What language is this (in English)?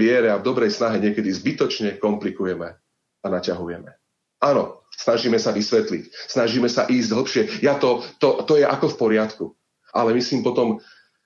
Slovak